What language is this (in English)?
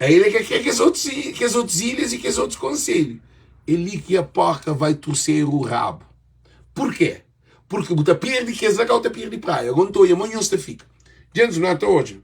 Kabuverdianu